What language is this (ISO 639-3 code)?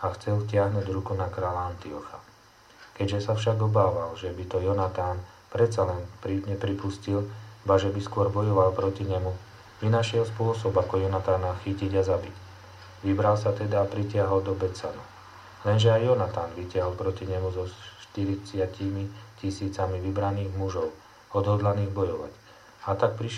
slk